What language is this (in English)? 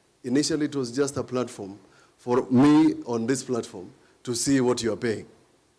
Kamba